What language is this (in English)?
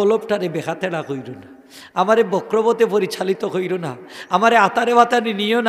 Sylheti